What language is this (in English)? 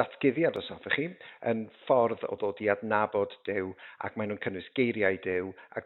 Welsh